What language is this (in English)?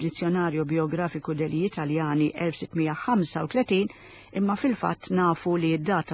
Maltese